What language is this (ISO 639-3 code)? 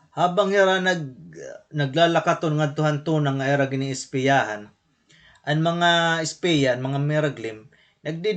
war